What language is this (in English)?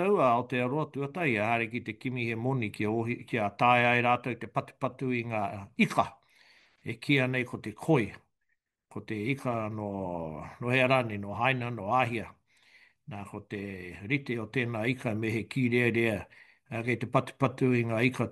Māori